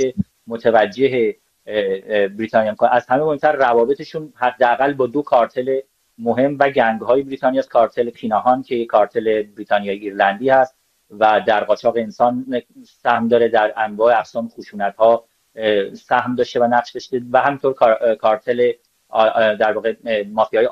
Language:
Persian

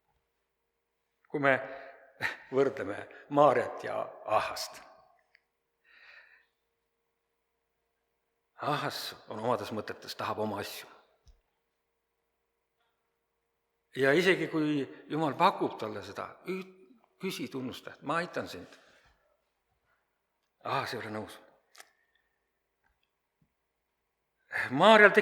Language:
Estonian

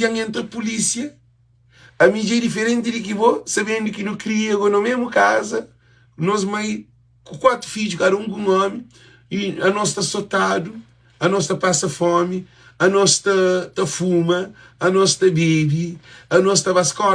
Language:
Kabuverdianu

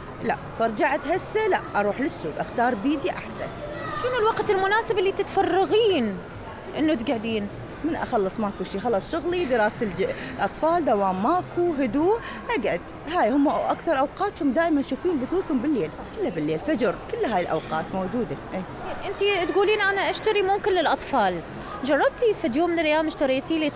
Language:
Mesopotamian Arabic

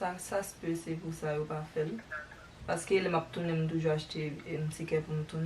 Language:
Haitian Creole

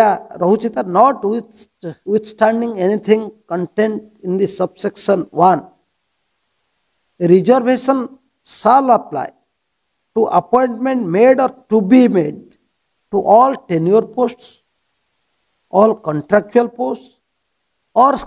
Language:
Odia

